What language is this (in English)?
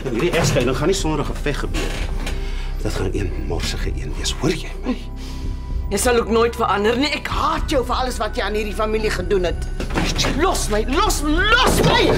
Afrikaans